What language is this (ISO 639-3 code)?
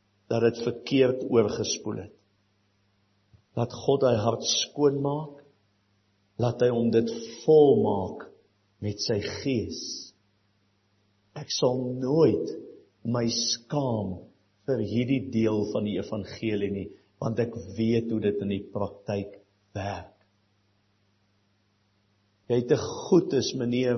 afr